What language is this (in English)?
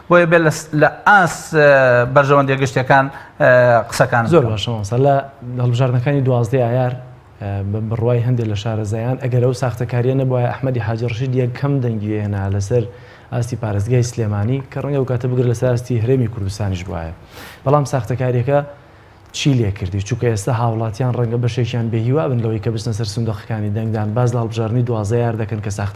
Central Kurdish